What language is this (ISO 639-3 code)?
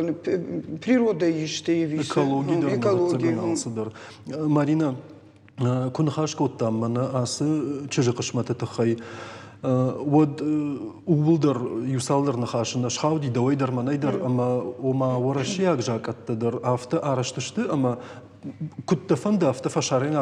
oss